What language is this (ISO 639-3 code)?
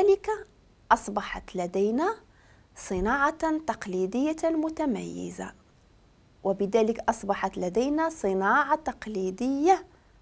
ary